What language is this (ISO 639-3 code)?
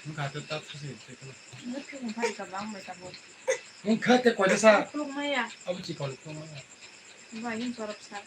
trp